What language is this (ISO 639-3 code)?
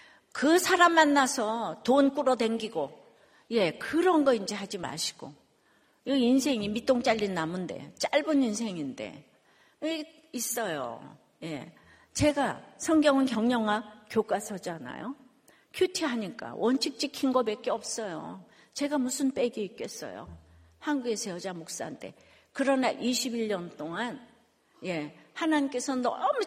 kor